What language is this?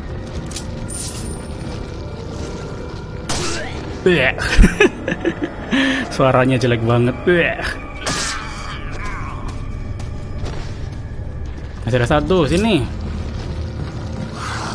Indonesian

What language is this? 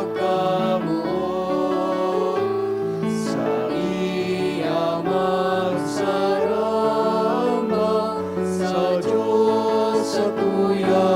Bikol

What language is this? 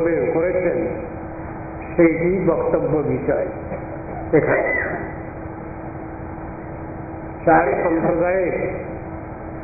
Bangla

